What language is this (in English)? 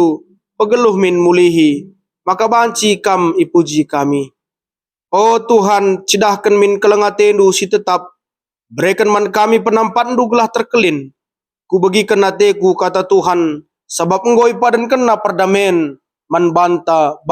Batak Karo